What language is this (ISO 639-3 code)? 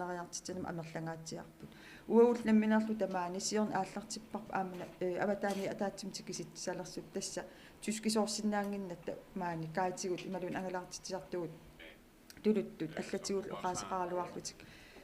kal